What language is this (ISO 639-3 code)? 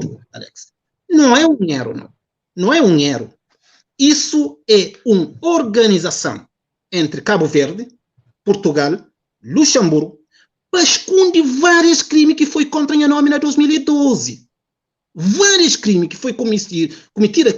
kea